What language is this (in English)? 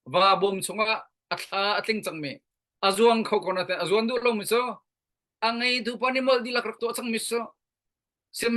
Hakha Chin